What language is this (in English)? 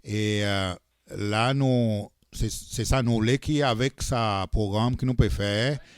Seselwa Creole French